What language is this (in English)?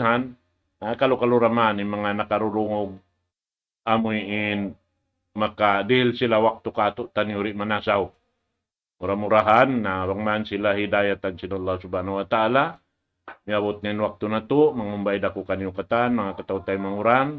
Tausug